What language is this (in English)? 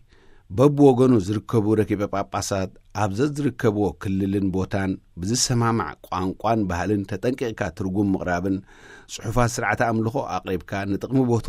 Tigrinya